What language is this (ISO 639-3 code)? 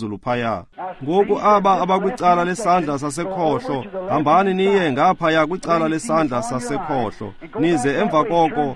xho